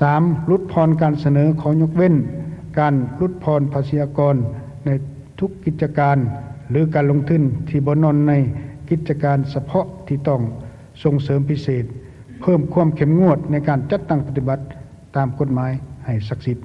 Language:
Lao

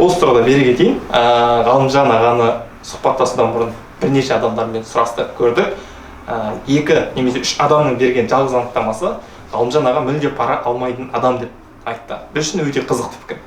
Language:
Kazakh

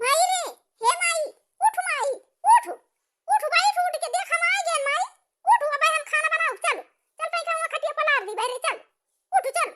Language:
Awadhi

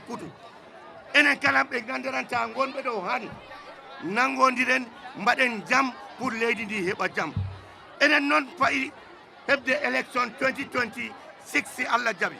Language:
Fula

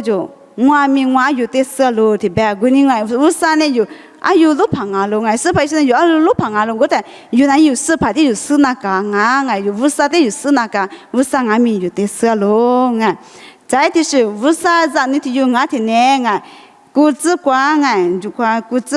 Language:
Lisu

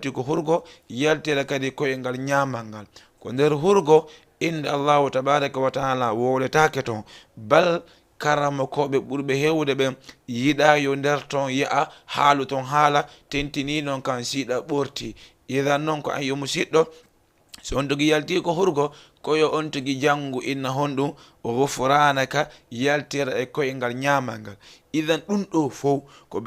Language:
Fula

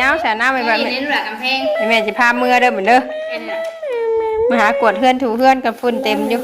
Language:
Northeastern Thai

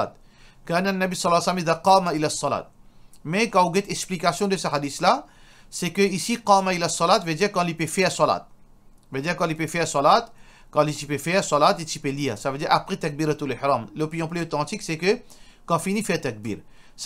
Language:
Morisyen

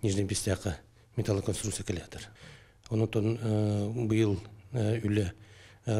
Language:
Yakut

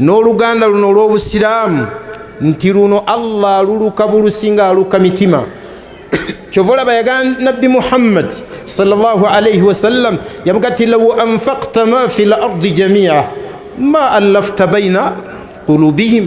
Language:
Ganda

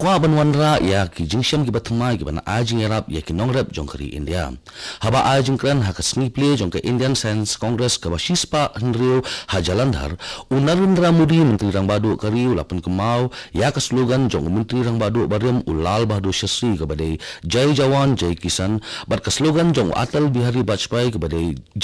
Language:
Khasi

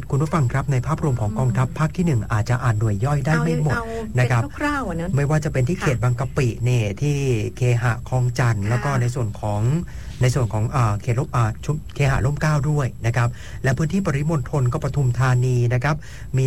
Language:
Thai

